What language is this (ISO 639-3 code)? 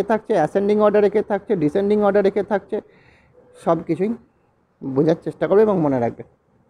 ben